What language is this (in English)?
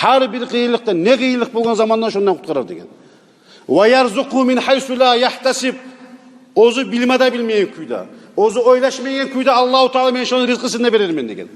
Kumyk